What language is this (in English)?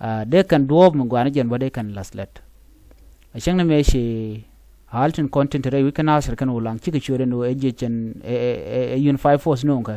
Nuer